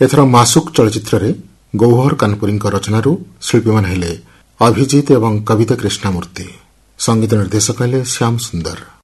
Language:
Odia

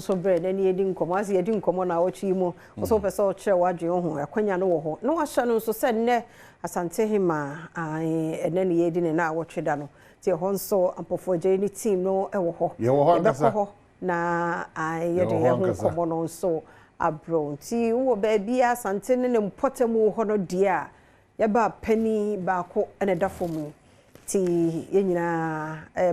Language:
Akan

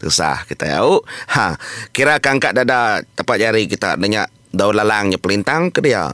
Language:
Iban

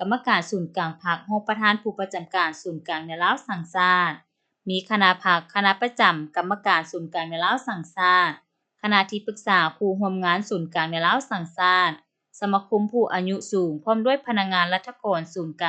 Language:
Lao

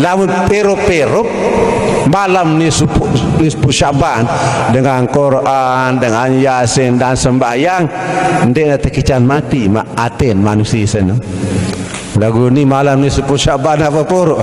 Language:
Sasak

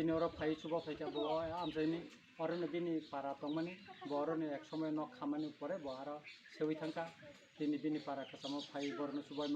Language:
Kok Borok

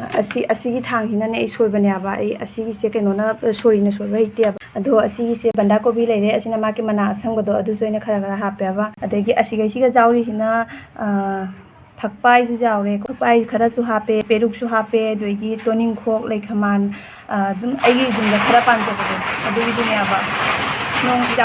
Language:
Manipuri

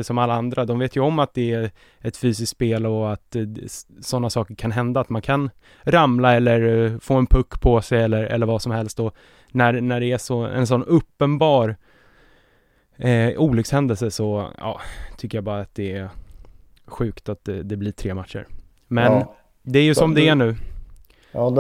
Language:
Swedish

